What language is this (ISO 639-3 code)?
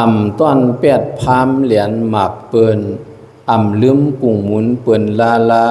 shn